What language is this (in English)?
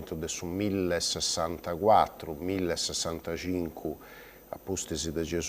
Sardinian